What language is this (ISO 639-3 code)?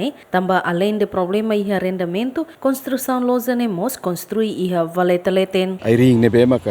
tet